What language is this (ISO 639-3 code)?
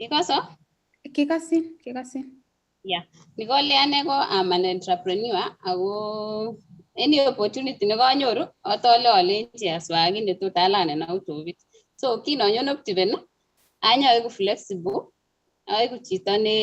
kln